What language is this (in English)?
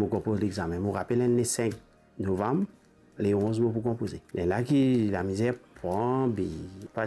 Morisyen